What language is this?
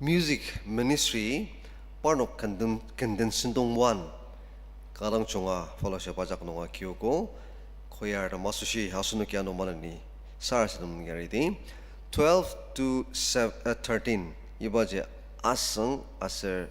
Ao Naga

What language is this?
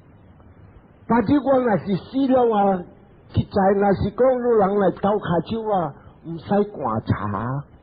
Min Nan Chinese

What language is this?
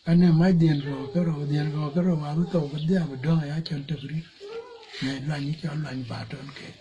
Dinka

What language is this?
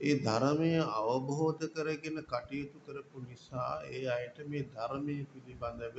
Sinhala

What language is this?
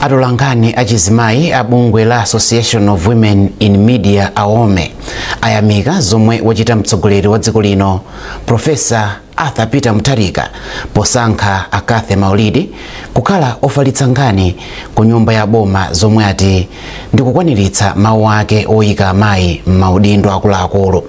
Nyanja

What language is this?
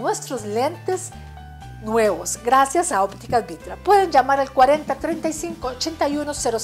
Spanish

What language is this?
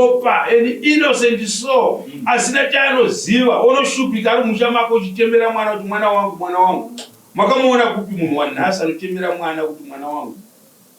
Shona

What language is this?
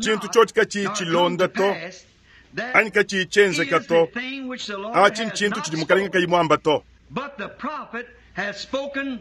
Luba-Lulua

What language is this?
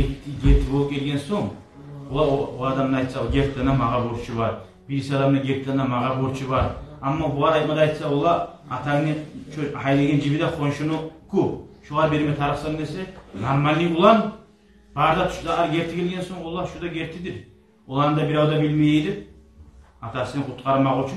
Kumyk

